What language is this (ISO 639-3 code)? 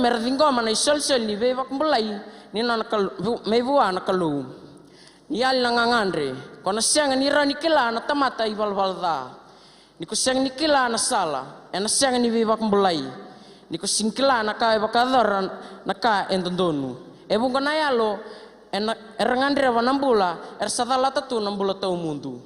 fij